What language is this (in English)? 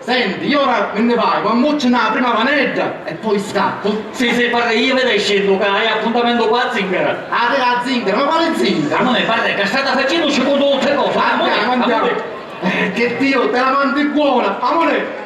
Sicilian